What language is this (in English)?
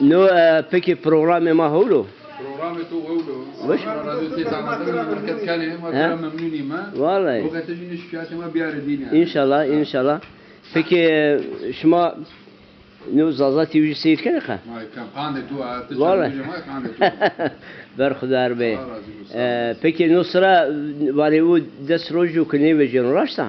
Zaza